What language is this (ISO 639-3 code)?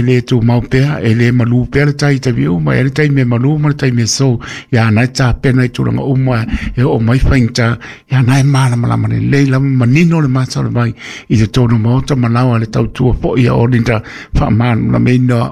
smo